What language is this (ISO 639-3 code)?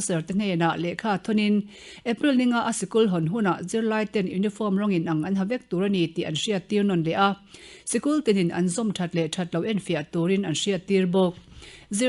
lus